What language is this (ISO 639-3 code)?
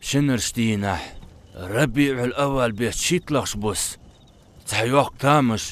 inh